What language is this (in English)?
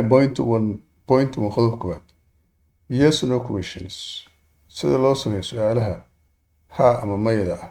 Somali